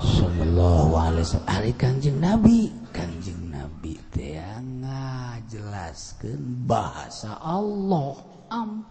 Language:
Sundanese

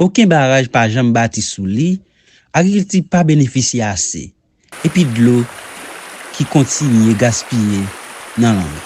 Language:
Haitian Creole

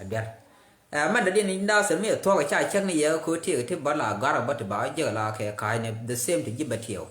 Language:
Nuer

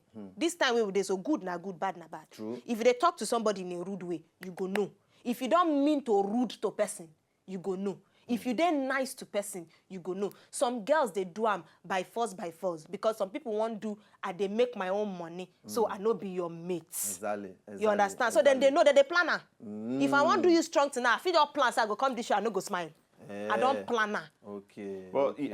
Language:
Nigerian Pidgin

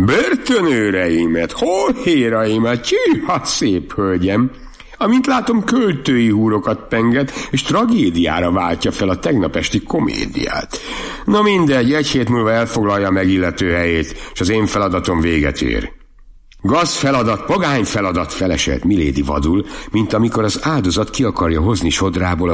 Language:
Hungarian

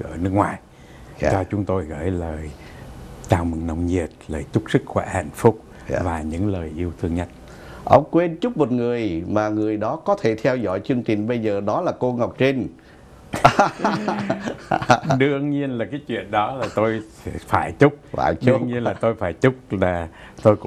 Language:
Vietnamese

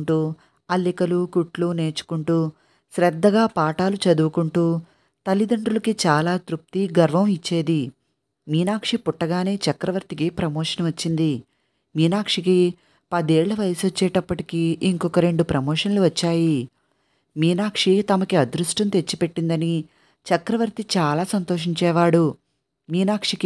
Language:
Telugu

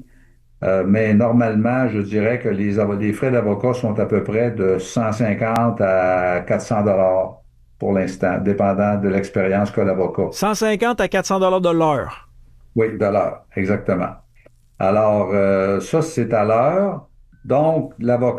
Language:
French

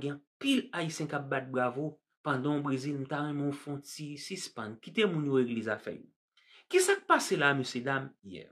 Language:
Haitian Creole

